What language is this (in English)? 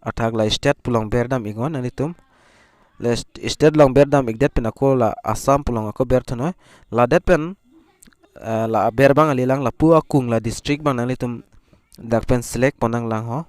Karbi